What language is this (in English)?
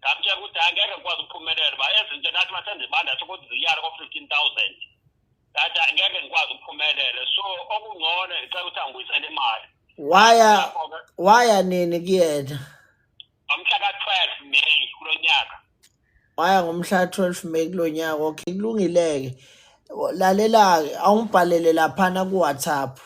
Zulu